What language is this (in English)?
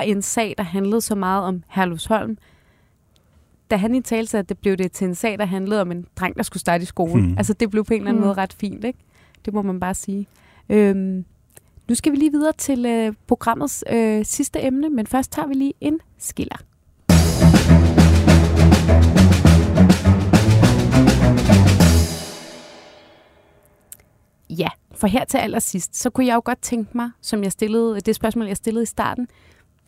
Danish